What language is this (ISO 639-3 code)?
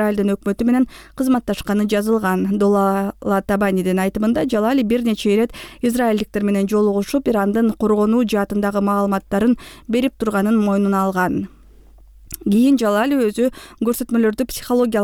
kir